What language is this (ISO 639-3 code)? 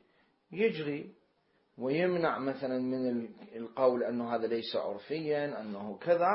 acm